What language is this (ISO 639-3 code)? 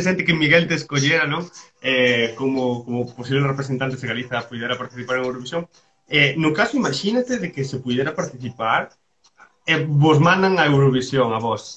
glg